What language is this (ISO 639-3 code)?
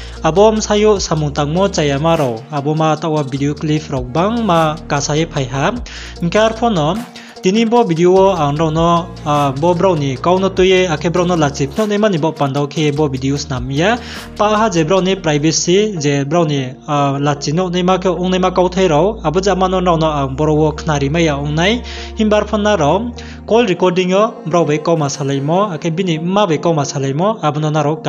ria